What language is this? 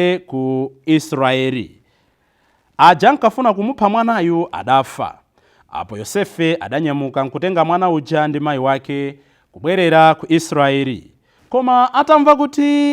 Nyanja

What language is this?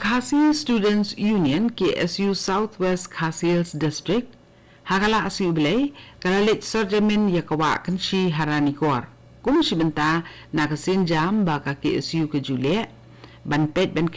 Khasi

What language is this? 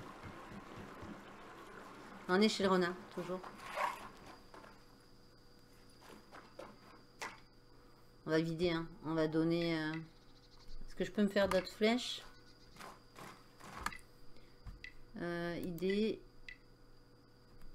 French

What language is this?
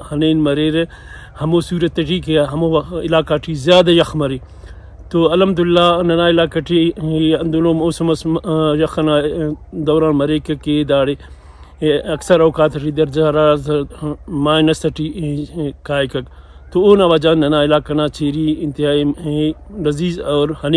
Brahui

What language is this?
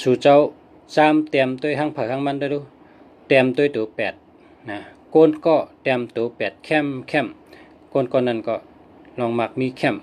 Shan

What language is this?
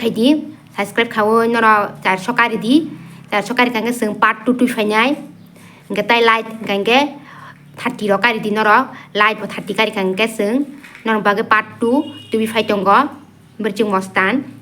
Kok Borok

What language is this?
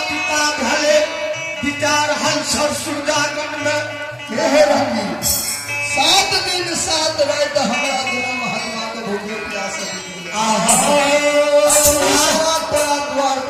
Maithili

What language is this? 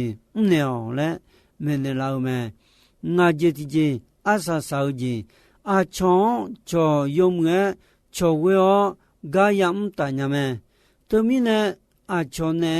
Akha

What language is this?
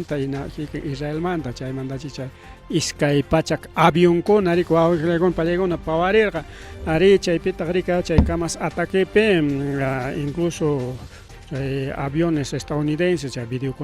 Ayacucho Quechua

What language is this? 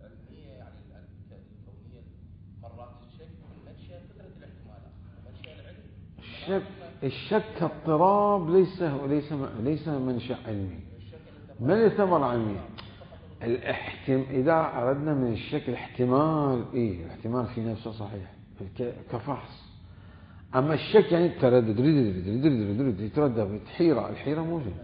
Mesopotamian Arabic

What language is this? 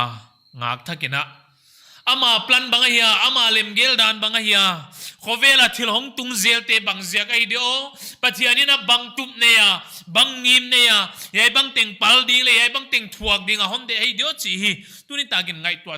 Paite Chin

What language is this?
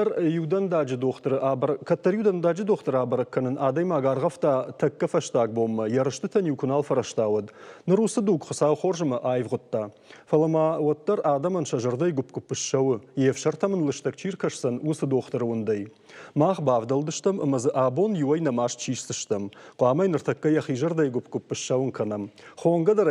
Ossetic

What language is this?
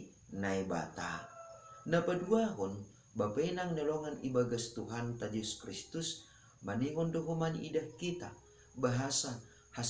Batak Simalungun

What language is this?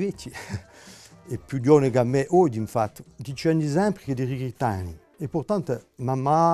Corsican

